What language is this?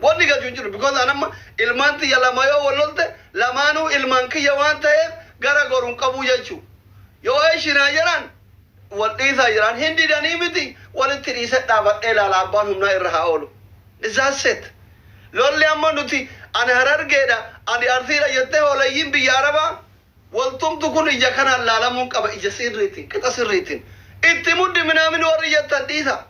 Oromo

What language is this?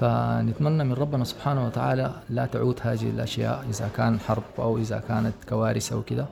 Sudanese Arabic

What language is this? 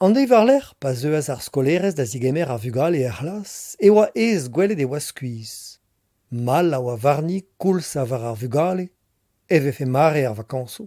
Breton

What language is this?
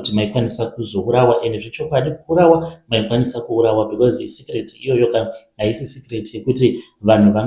Shona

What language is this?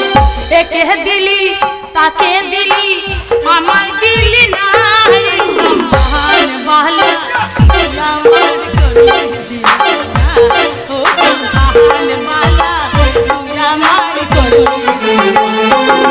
Bangla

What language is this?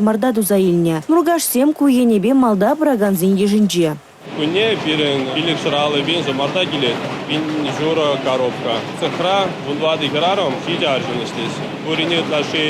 Chuvash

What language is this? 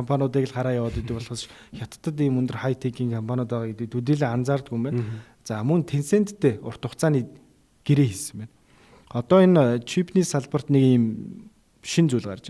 Mongolian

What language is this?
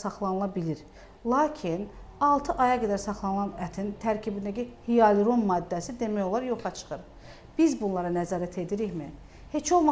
Azerbaijani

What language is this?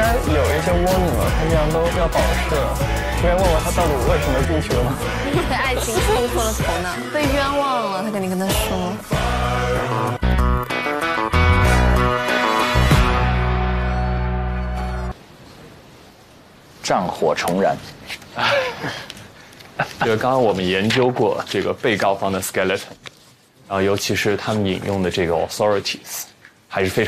Chinese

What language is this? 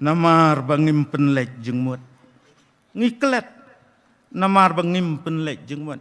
Khasi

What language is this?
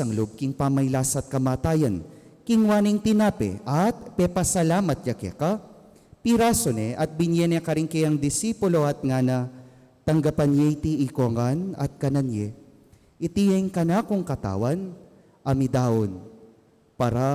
Pampanga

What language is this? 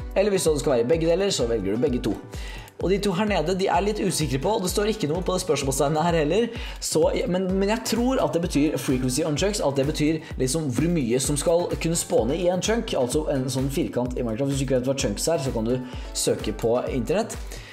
Norwegian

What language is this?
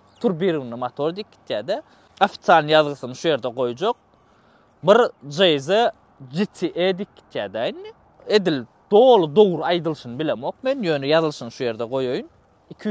Turkmen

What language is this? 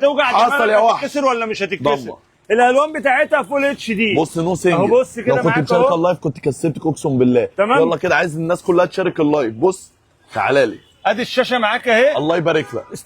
Egyptian Arabic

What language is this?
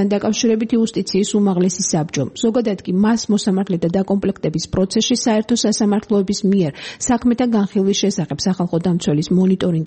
Georgian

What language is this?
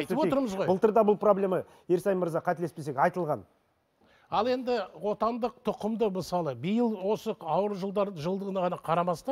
Kazakh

